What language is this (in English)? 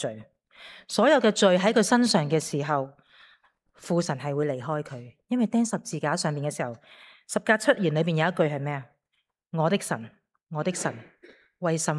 Cantonese